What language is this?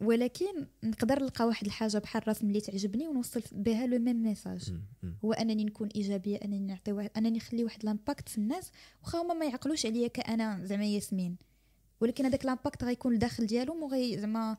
Moroccan Arabic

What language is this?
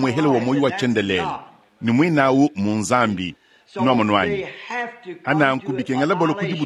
Luba-Lulua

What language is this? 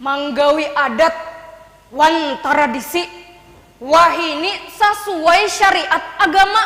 Banjar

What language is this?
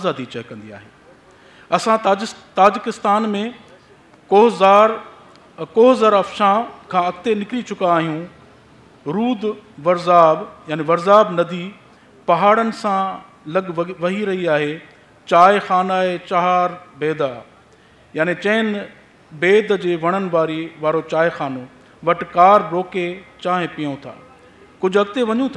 Sindhi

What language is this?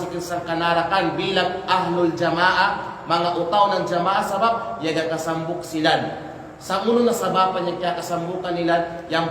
Kalagan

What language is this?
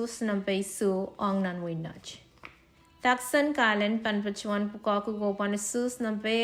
Pohnpeian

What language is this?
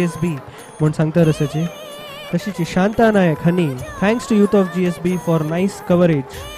Konkani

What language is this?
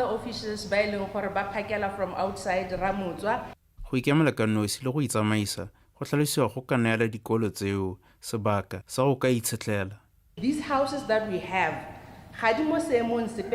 Tswana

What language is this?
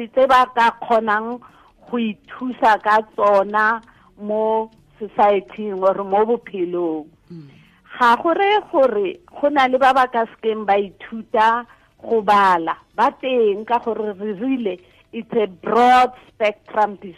Tswana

